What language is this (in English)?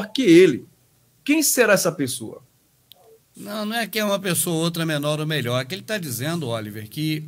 Portuguese